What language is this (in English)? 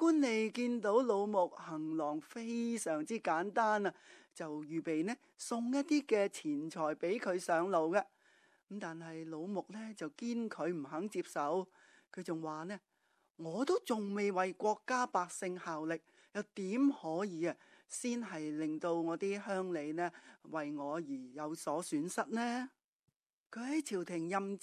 Cantonese